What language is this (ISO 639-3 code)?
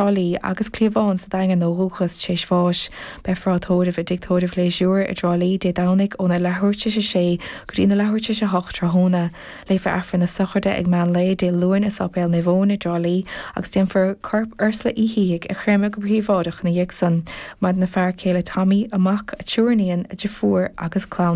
gle